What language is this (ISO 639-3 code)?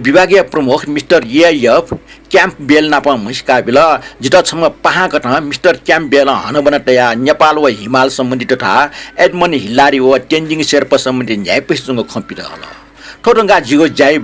new